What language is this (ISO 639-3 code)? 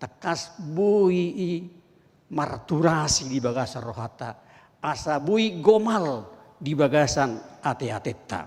bbc